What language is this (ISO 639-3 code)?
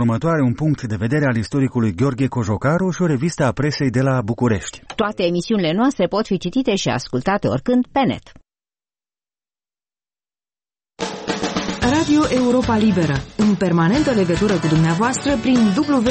ron